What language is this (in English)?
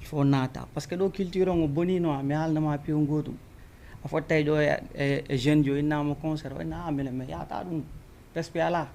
Fula